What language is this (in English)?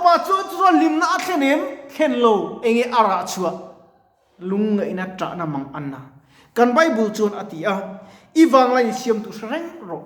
Mizo